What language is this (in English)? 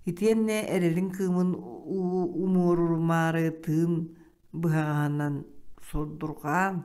Yakut